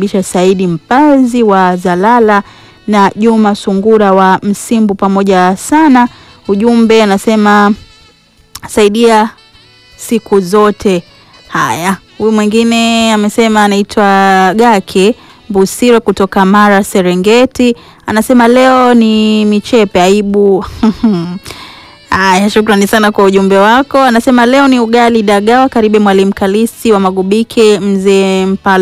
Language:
Swahili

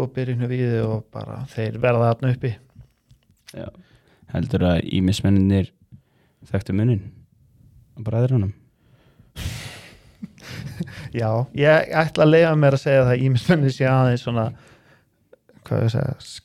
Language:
Icelandic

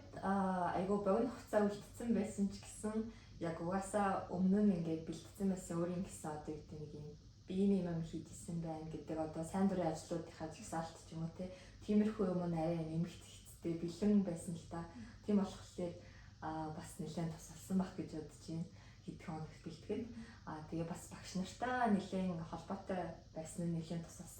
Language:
Mongolian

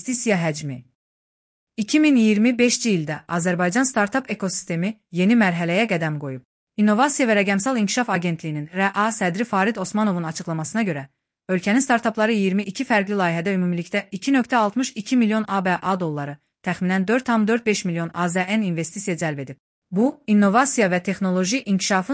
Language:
Azerbaijani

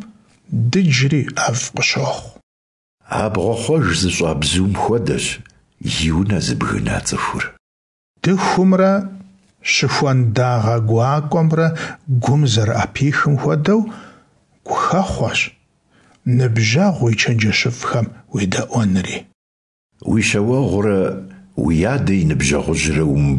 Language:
Kabardian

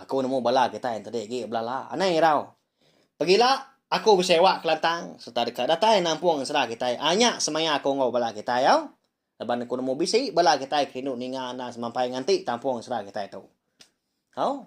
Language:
Iban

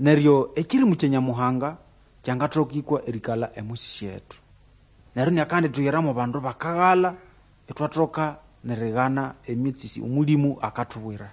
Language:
Nande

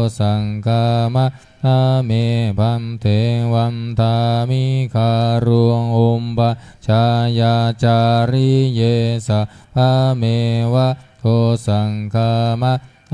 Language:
Pali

